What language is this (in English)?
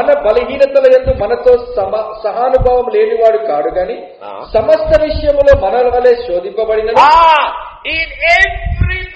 Telugu